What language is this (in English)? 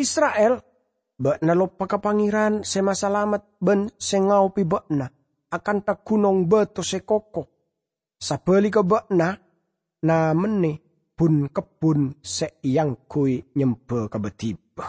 Madurese